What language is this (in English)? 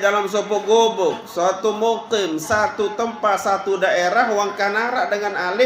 Sasak